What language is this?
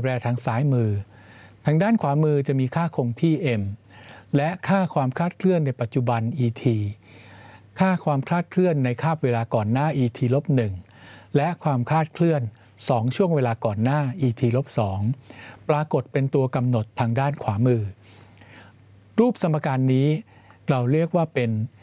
Thai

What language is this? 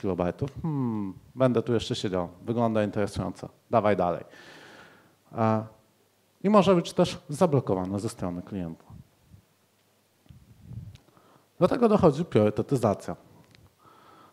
Polish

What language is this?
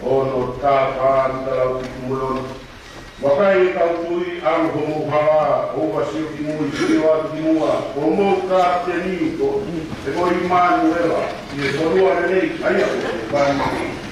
Tongan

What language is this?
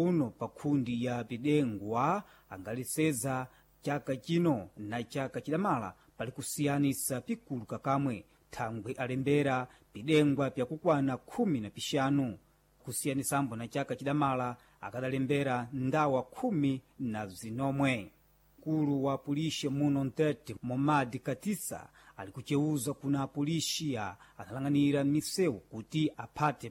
Sena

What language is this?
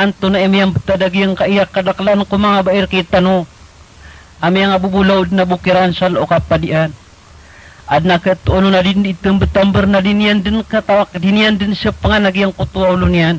Maranao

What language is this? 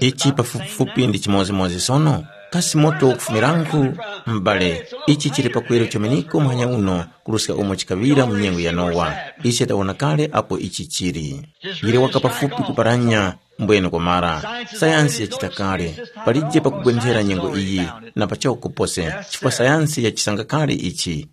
Tumbuka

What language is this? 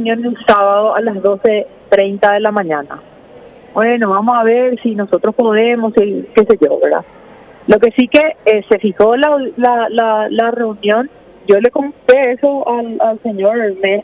Spanish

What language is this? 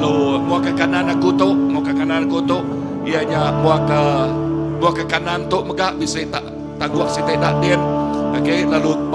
Iban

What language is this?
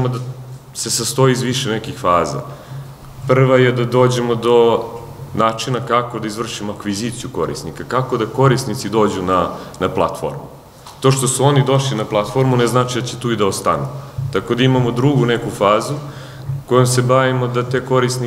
Serbian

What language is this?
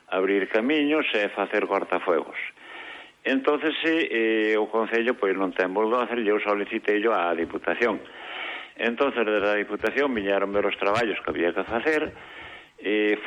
Galician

